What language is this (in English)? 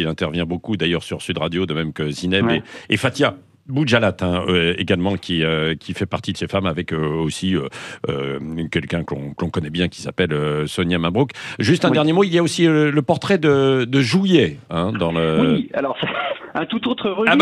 French